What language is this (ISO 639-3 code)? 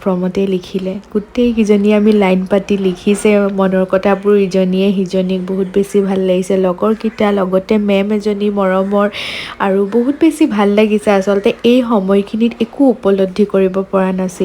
asm